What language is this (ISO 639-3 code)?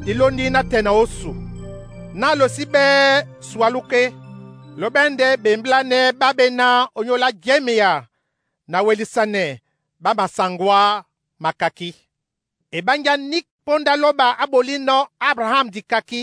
dua